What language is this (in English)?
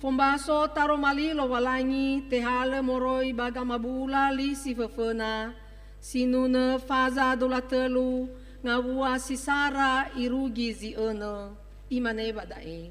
Nias